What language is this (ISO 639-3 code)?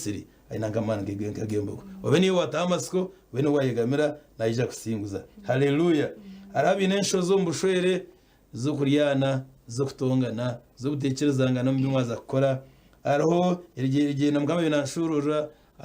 nyn